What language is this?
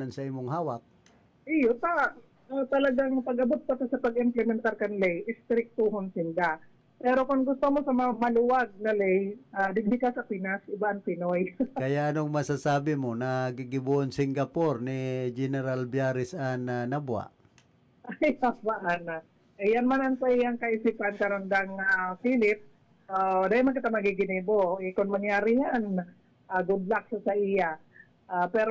Bikol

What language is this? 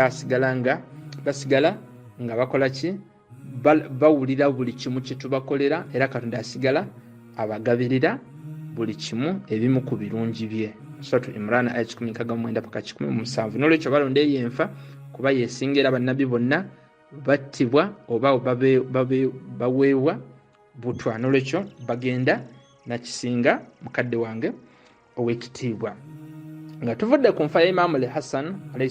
Ganda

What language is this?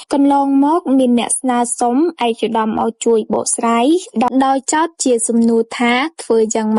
Khmer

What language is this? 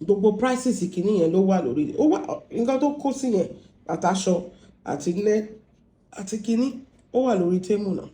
Yoruba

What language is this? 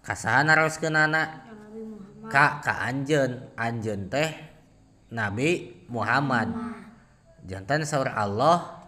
Sundanese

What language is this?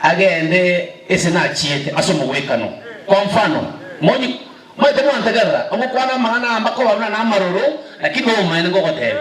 Gusii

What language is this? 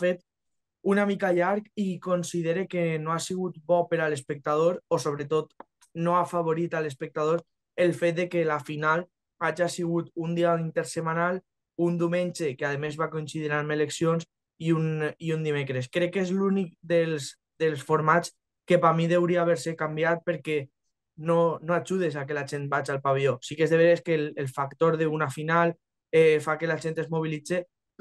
Catalan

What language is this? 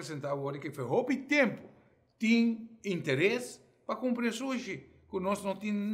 Papiamento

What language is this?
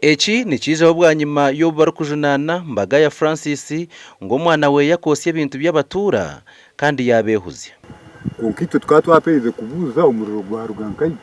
Nyankole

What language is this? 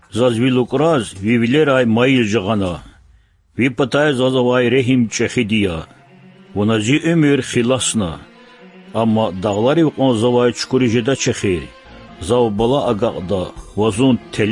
Lezghian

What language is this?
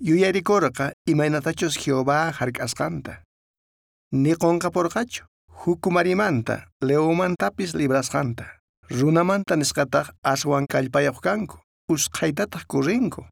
South Bolivian Quechua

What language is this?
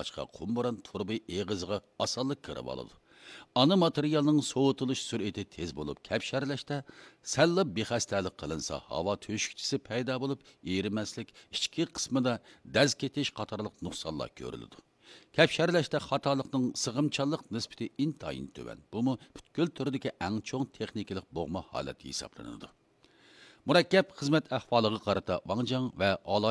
Uyghur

